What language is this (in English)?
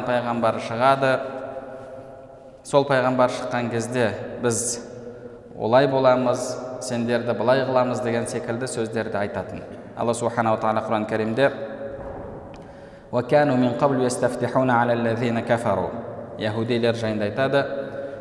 Kazakh